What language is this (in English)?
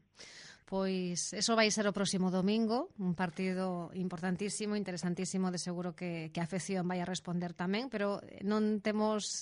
Galician